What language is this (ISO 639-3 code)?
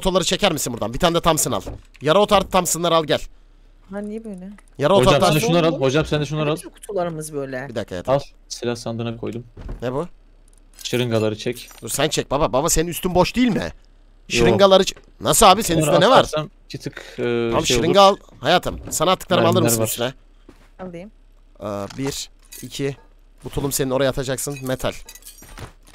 tur